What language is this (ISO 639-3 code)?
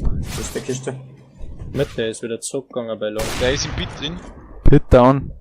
bar